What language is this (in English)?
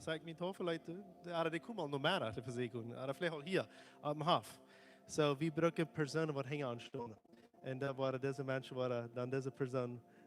Plautdietsch